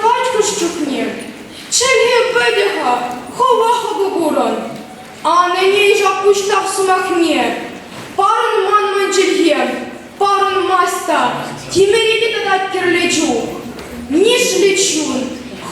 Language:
Chuvash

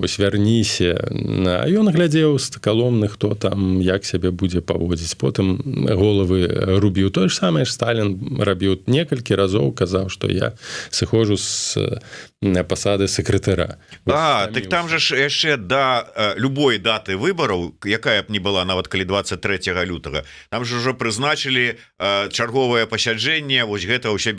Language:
Belarusian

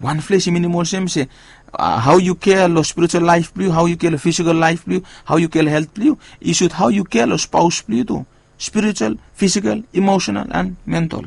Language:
Bislama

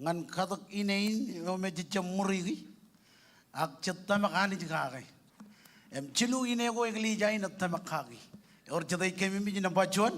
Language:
Marshallese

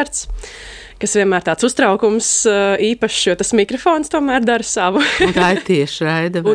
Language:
Latvian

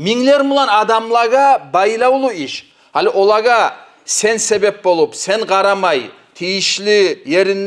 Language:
Kumyk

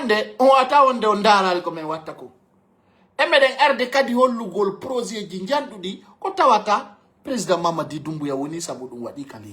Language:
Fula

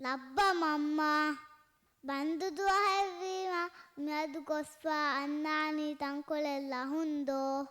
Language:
Divehi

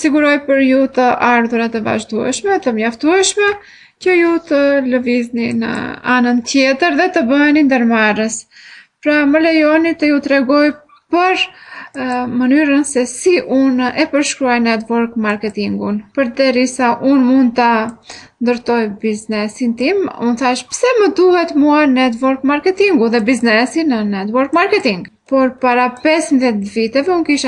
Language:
Albanian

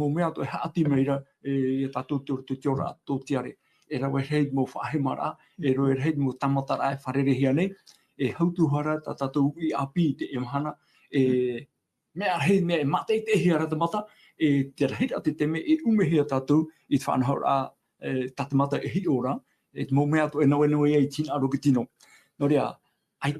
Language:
Tahitian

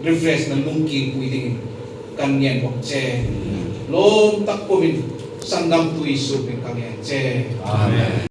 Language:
Hmar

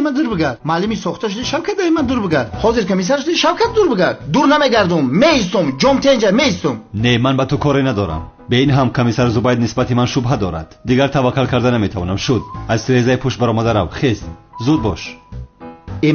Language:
Tajik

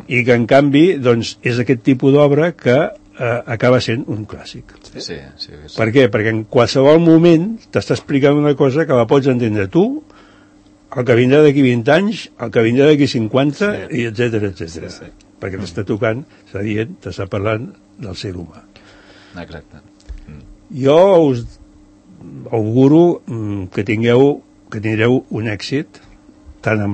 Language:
Catalan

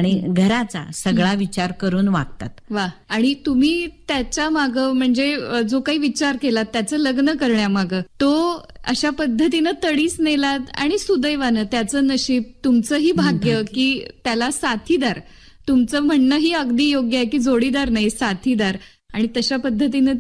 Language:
Marathi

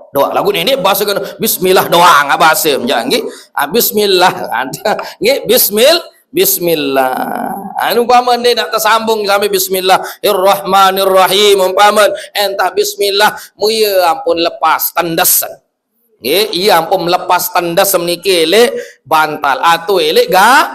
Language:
Sasak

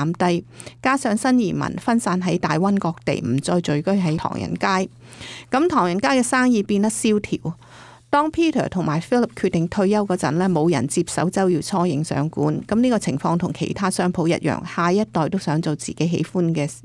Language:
Cantonese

